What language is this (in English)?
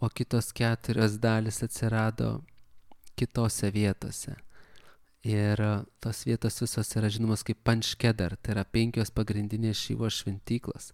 Lithuanian